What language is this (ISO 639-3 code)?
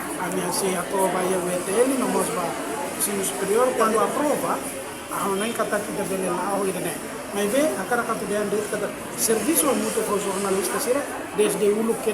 tet